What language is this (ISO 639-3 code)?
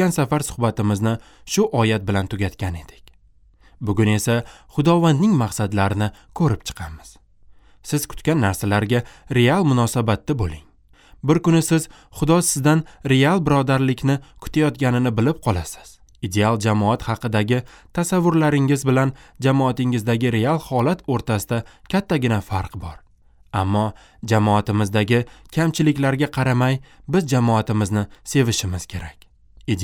uzb